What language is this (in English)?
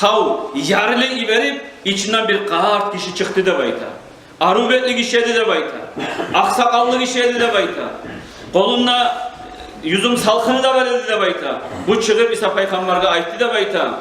Kumyk